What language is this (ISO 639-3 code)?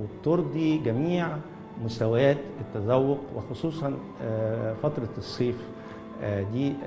arz